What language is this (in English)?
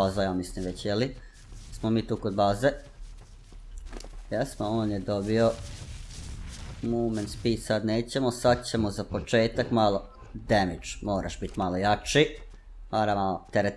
Croatian